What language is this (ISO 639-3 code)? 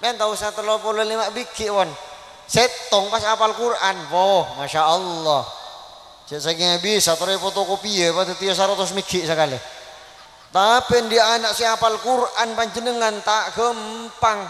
mad